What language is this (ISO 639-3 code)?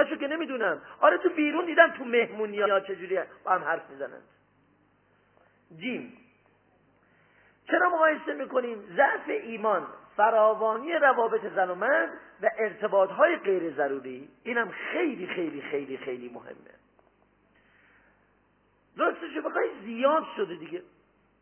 fas